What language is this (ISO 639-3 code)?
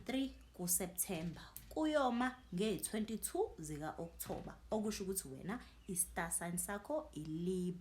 zul